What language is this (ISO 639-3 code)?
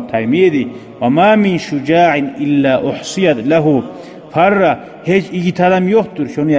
kum